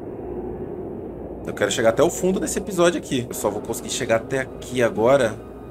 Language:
Portuguese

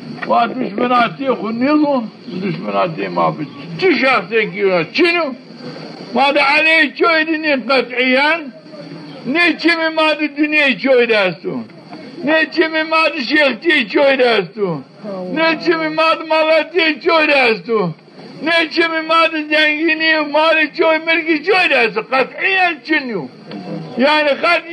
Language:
Zaza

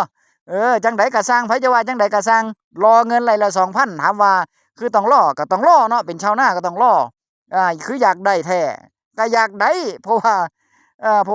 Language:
Northeastern Thai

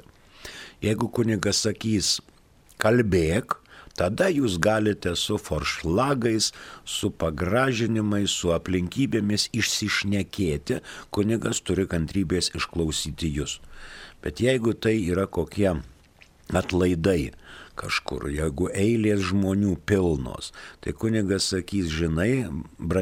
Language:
Lithuanian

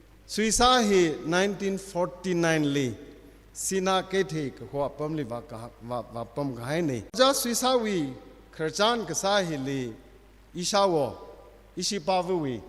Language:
Tangkhul Naga (India)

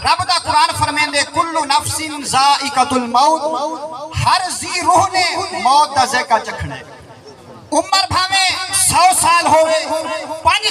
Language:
Saraiki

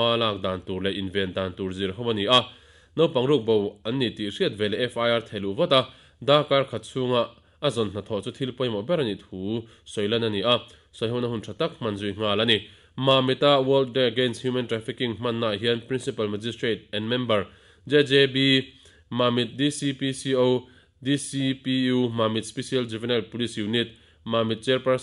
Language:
Mizo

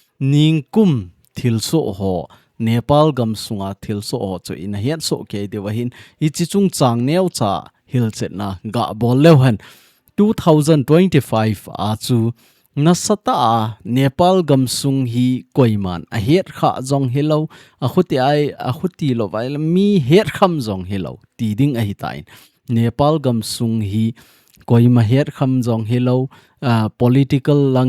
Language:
Thado Chin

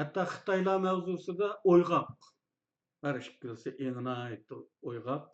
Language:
Uyghur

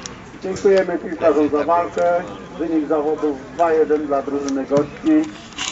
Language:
Polish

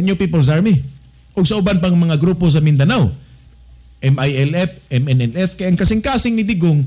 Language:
Cebuano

